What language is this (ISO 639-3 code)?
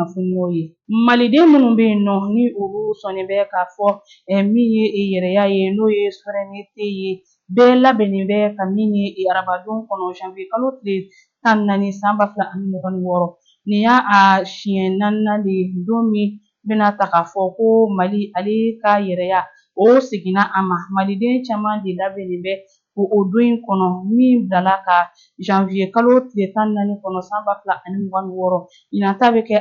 bam